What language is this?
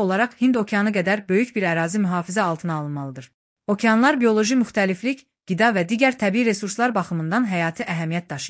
Azerbaijani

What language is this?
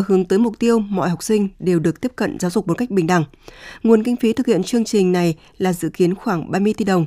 Vietnamese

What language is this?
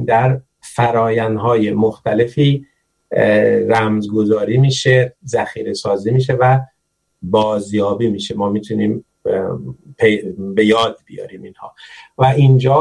Persian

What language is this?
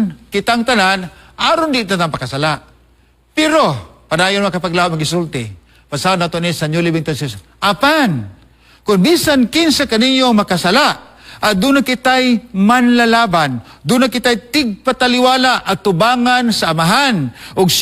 Cebuano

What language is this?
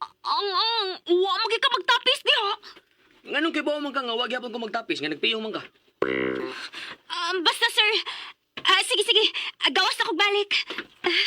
Cebuano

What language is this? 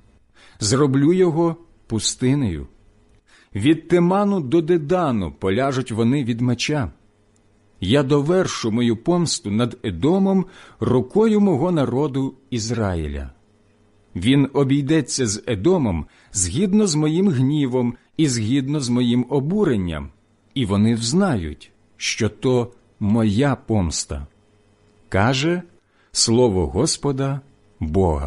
Ukrainian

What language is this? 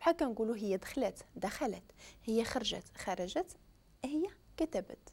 Moroccan Arabic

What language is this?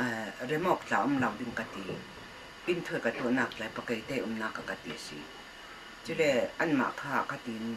Hakha Chin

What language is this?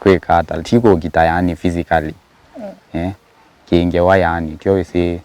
Kamba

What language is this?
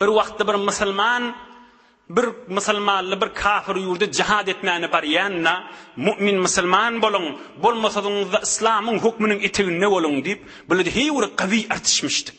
Turkmen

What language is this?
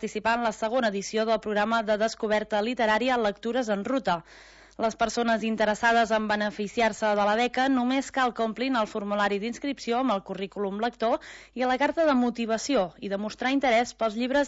Catalan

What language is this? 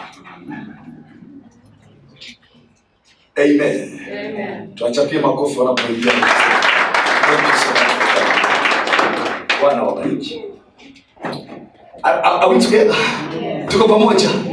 Swahili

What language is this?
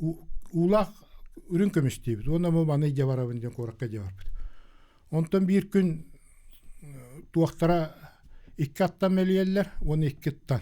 Yakut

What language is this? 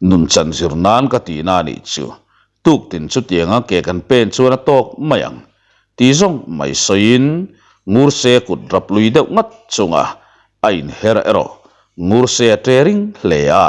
Mizo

